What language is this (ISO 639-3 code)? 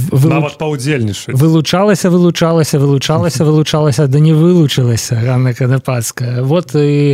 bel